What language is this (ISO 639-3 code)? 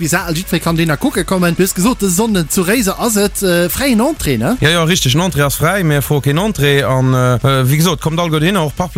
ltz